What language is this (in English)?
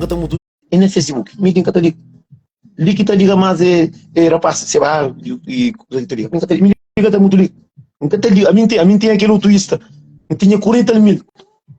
Kabuverdianu